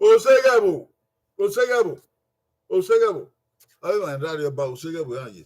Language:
Bini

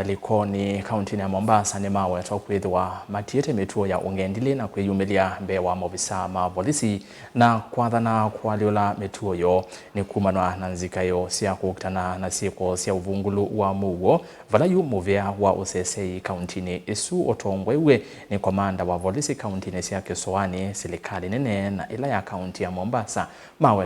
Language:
Kamba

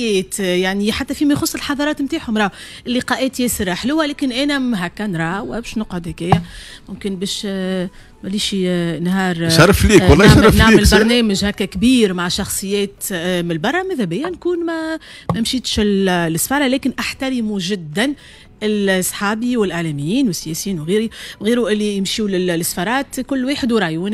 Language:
Tunisian Arabic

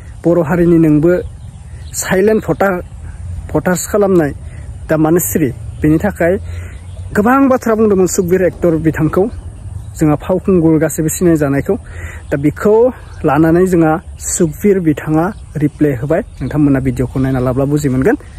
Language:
Bodo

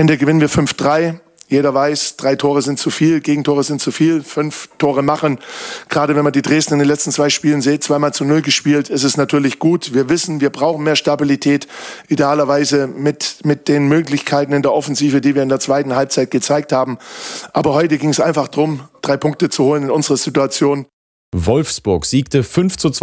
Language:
German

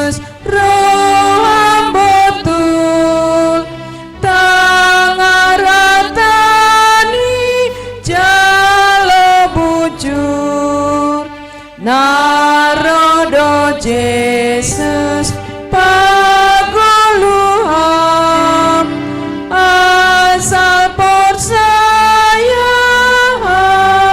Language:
Batak Simalungun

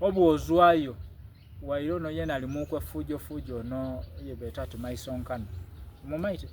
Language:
Soga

